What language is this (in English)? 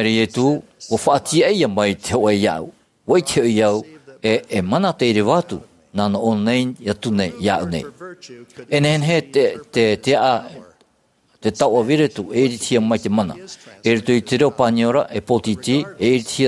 Tahitian